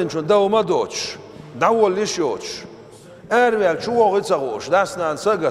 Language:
Chechen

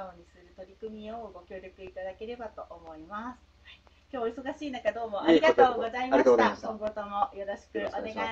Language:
Japanese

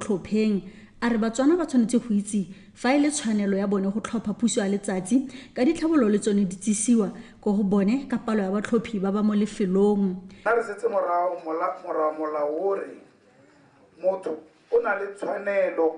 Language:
Tswana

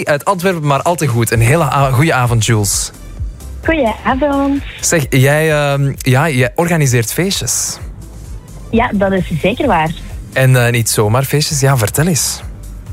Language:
Dutch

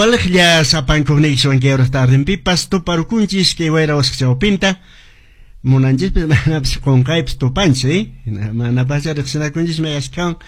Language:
Quechua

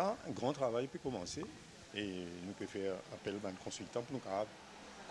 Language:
Morisyen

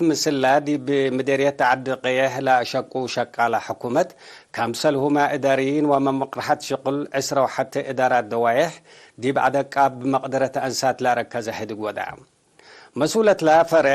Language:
Tigre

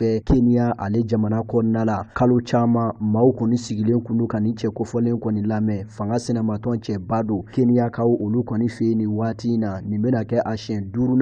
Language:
Bambara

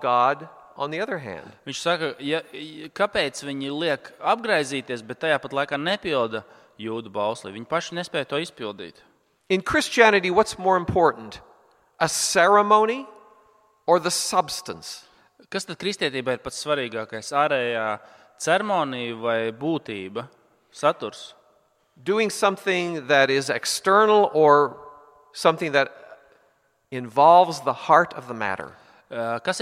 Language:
Latvian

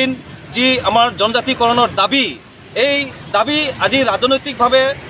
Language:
Assamese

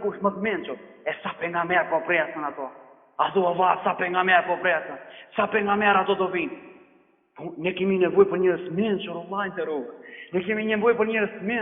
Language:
Albanian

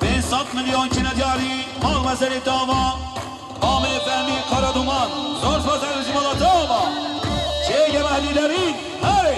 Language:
Kurdish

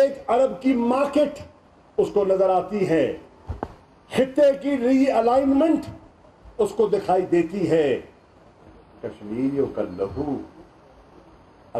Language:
Urdu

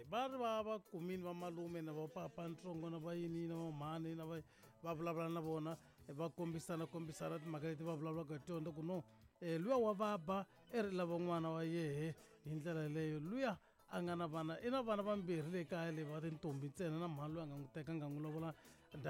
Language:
Tsonga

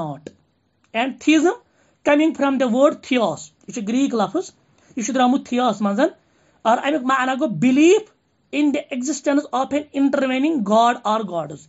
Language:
Kashmiri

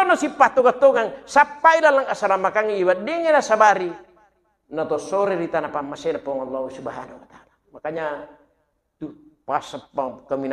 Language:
Buginese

